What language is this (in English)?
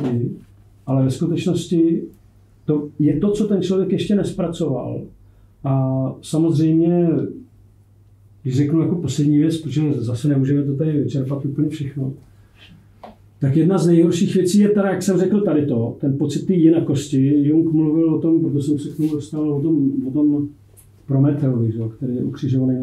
Czech